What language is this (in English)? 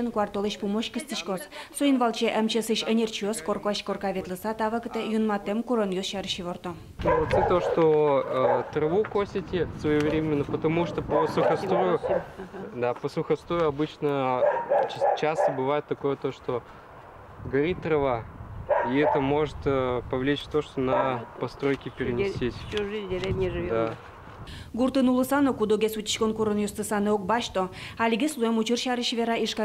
Udmurt